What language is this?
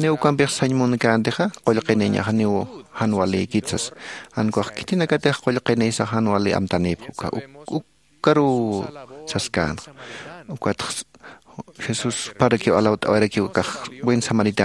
Aymara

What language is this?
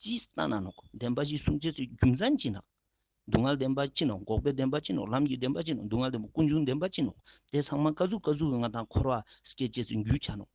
Ladakhi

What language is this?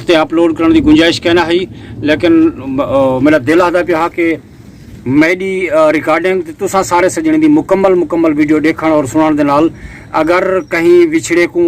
Saraiki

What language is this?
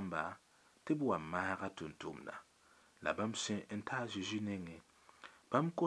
Mossi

